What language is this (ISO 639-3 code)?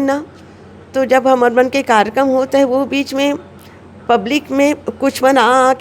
hne